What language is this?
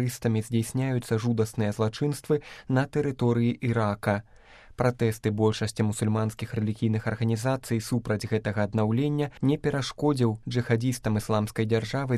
Belarusian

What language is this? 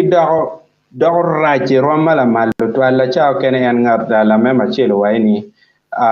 Acoli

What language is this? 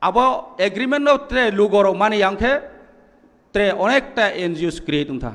Kok Borok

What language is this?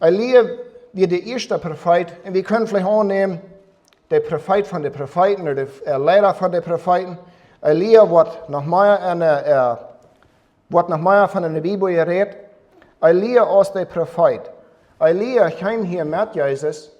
Plautdietsch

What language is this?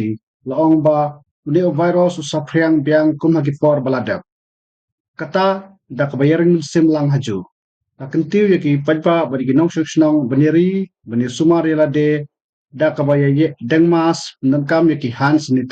Khasi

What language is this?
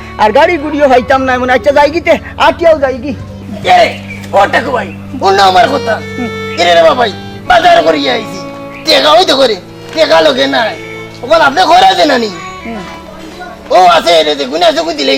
Sylheti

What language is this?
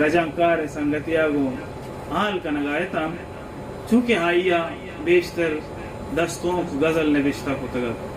Baluchi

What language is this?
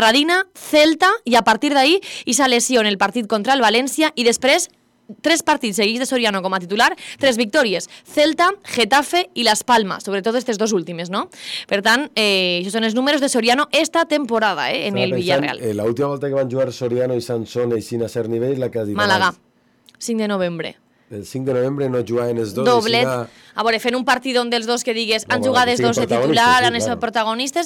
Catalan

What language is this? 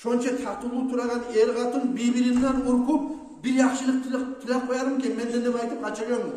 Kumyk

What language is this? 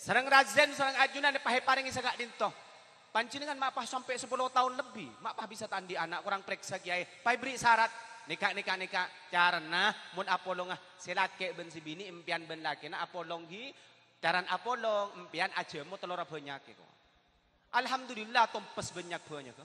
Madurese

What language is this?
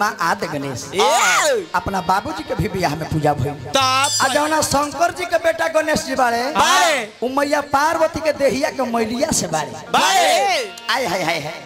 Bhojpuri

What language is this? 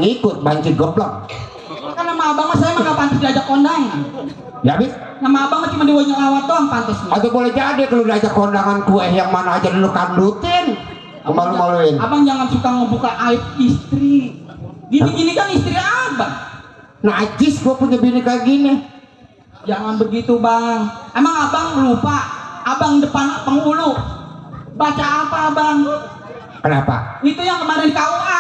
Betawi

